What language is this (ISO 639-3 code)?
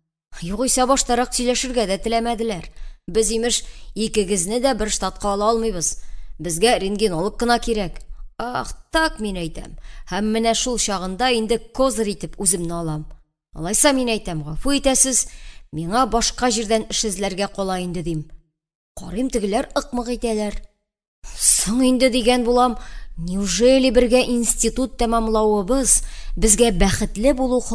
tat